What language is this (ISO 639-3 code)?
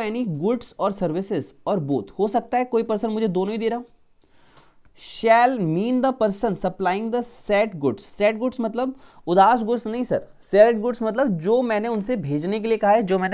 hin